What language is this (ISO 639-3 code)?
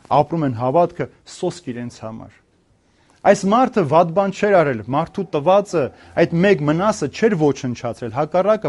hye